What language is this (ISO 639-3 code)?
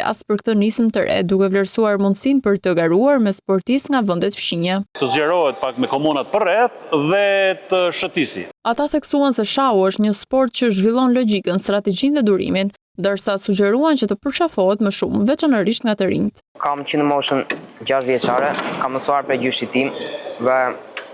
sqi